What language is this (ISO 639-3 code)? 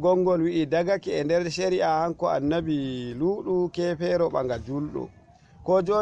ful